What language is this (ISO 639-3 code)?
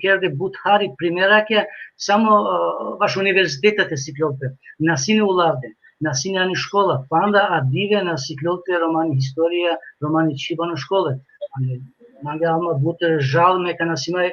rmn